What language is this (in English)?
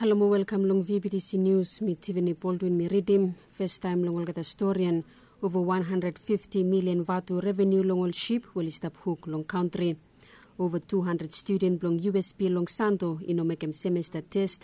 Bislama